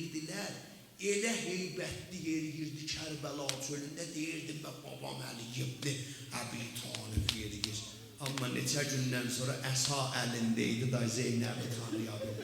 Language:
South Azerbaijani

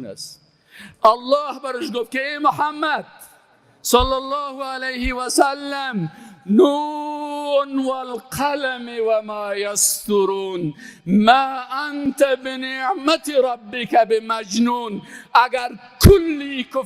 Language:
Persian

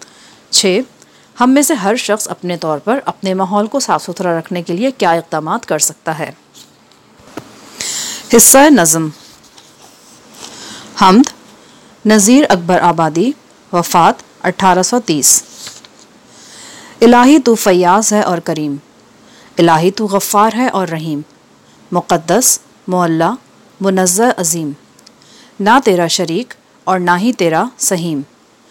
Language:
Urdu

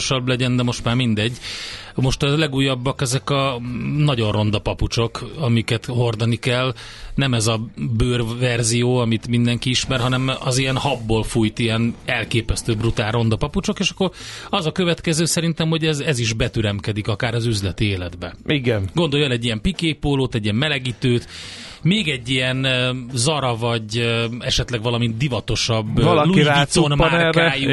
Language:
Hungarian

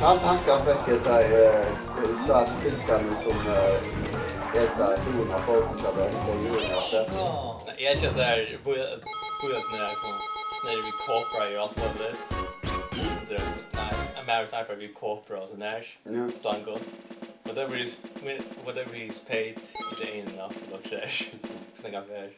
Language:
Faroese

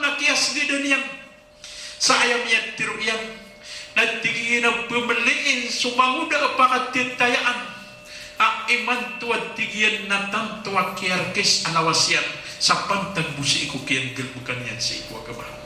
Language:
Maranao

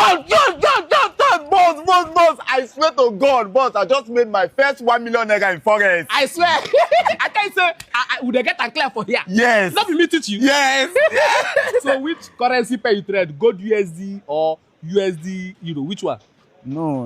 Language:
Nigerian Pidgin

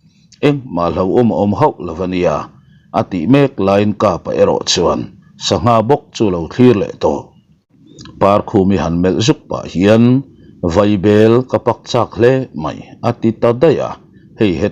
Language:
Mizo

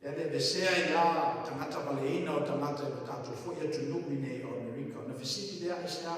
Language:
Samoan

